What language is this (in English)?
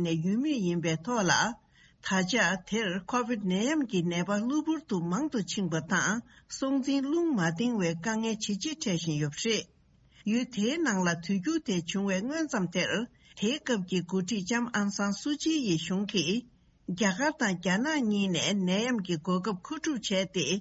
Tibetan